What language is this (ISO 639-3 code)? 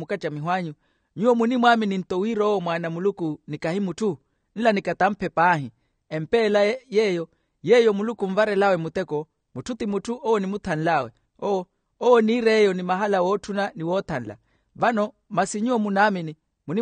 vmw